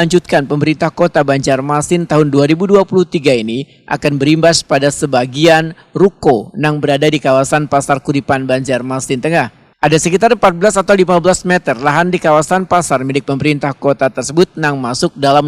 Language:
Banjar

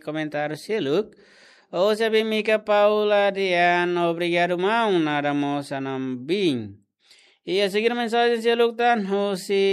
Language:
Tetum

